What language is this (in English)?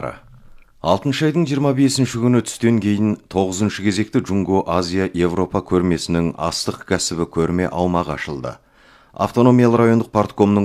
Kazakh